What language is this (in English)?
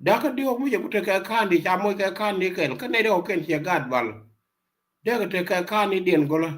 Nuer